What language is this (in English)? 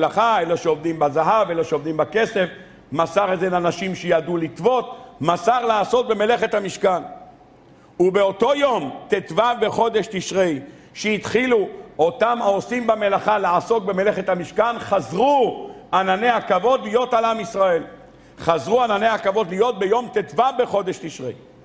Hebrew